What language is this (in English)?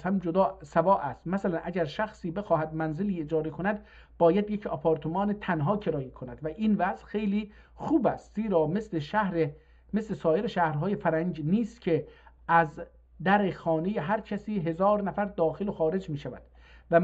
South Azerbaijani